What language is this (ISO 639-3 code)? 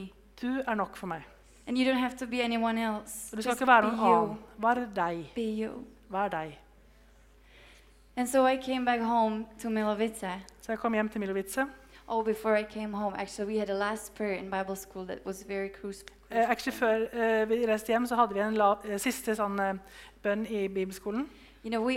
nor